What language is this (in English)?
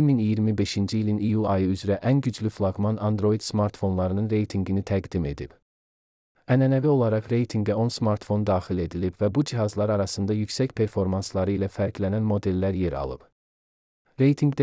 Azerbaijani